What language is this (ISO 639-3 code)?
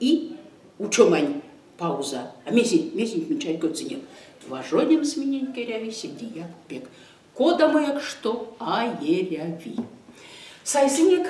myv